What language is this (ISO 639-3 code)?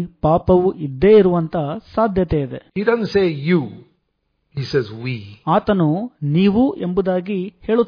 kan